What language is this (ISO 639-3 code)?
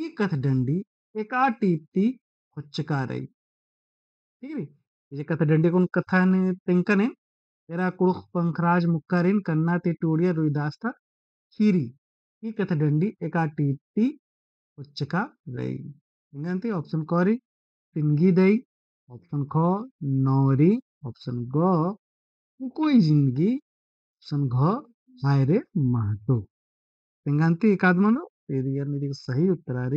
kru